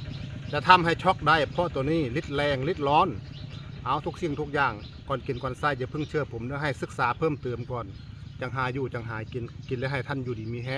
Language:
Northeastern Thai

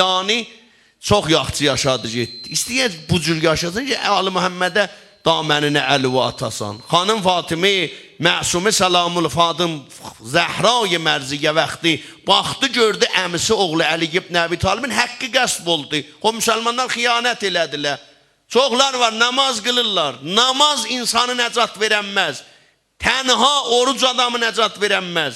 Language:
South Azerbaijani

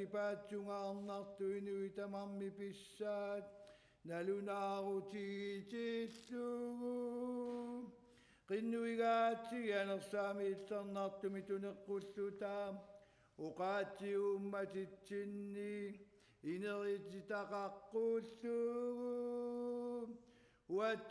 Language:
Kalaallisut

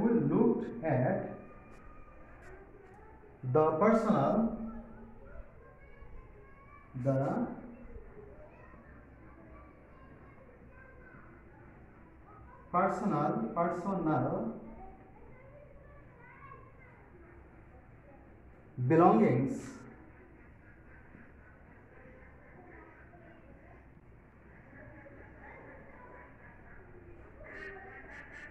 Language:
Bangla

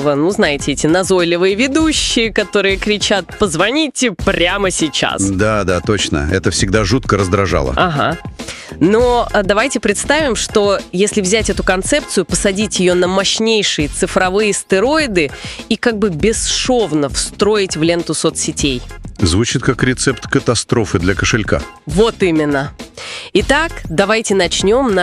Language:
Russian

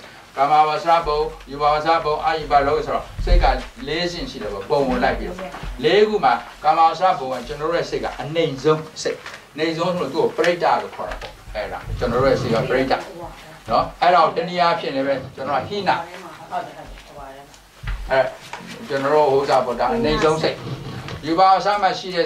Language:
Burmese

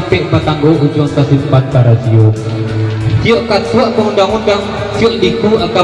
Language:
Minangkabau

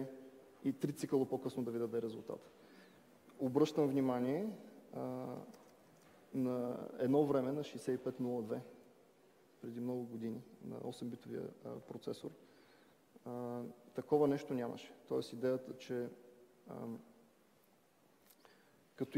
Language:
Bulgarian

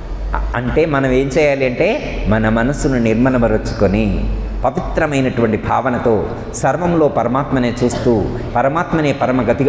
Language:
Telugu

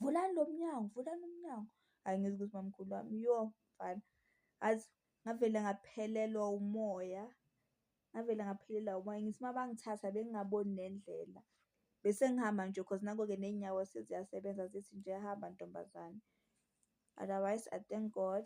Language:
Zulu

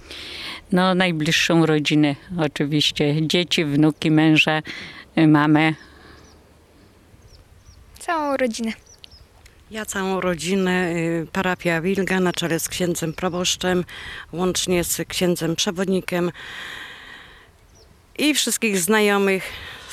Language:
Polish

